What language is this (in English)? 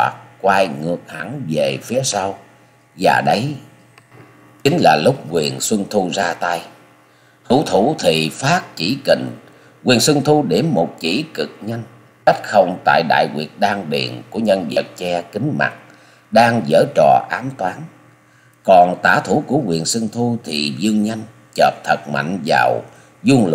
Vietnamese